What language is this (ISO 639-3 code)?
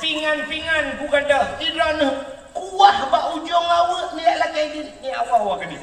ace